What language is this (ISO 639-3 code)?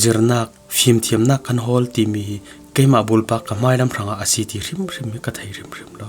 cfm